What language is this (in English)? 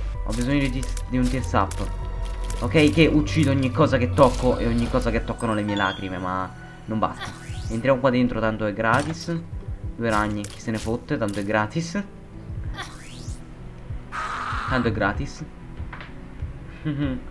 Italian